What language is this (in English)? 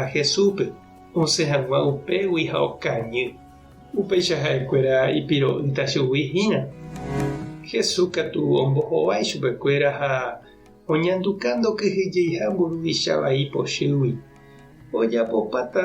Guarani